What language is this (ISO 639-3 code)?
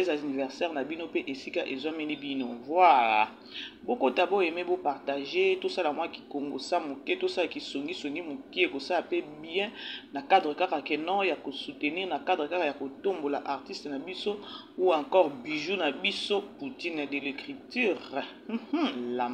lin